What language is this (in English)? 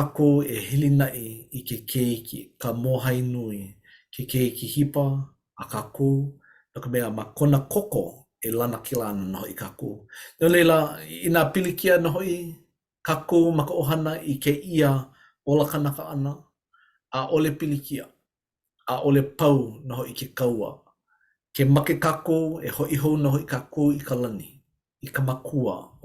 Hawaiian